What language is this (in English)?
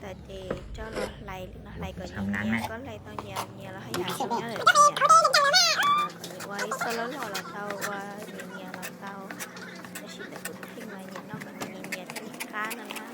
Hmong